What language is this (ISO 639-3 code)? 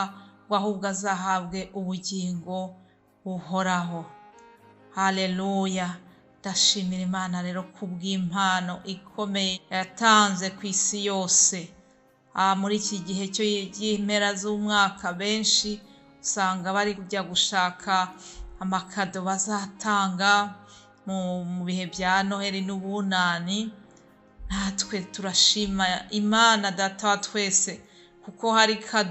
kin